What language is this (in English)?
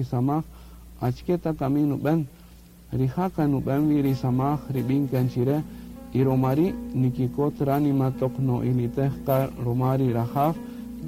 Kaqchikel